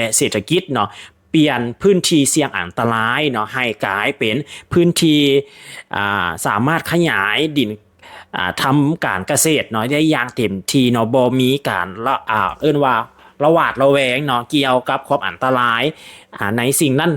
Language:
Lao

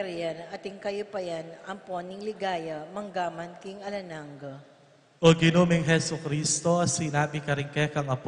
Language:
Pampanga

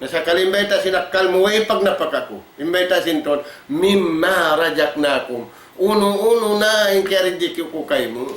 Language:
Tausug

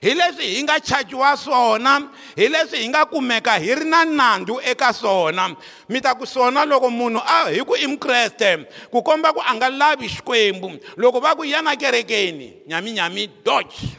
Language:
Tsonga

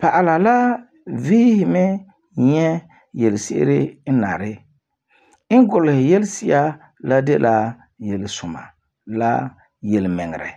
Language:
Frafra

